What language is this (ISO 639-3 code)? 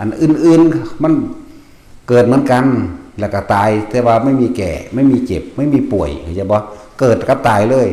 tts